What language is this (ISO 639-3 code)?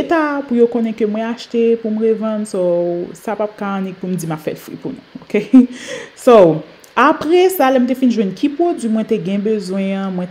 hat